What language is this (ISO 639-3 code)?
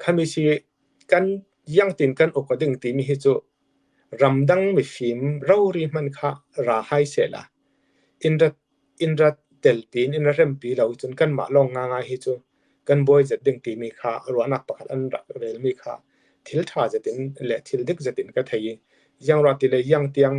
cfm